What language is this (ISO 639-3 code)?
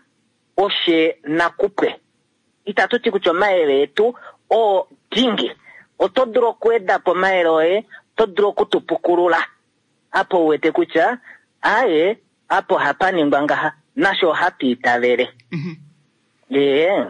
kua